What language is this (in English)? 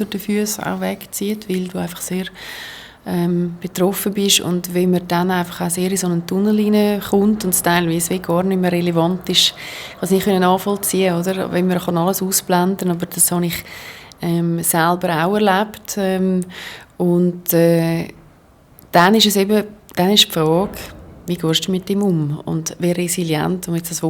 Swiss German